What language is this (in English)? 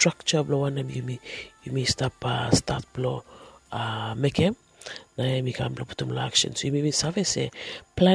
Bislama